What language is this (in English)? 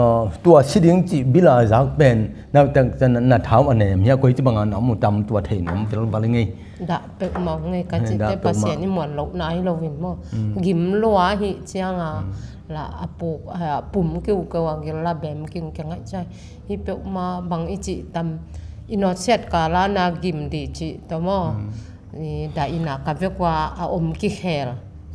Tedim Chin